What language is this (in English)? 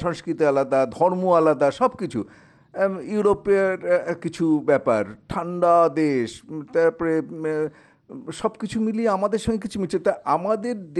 Bangla